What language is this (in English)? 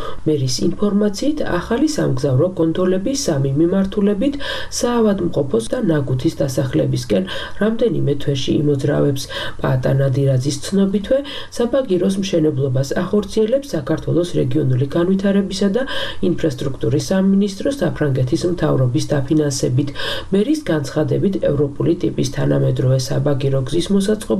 Georgian